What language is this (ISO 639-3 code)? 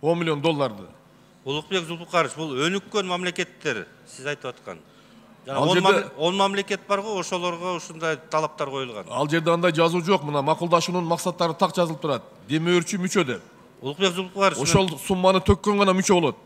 kir